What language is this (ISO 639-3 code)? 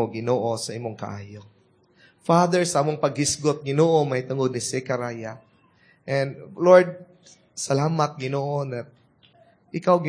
ceb